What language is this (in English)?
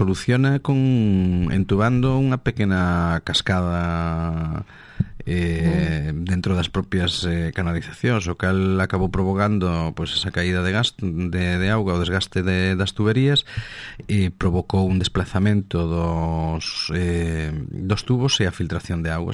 Galician